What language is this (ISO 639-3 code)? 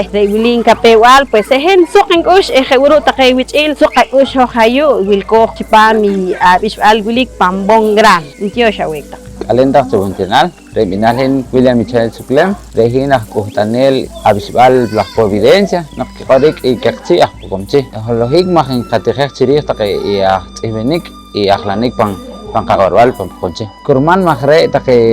poh